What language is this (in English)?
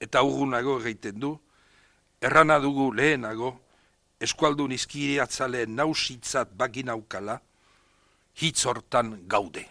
Basque